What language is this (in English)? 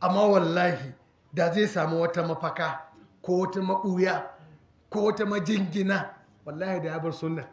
Hausa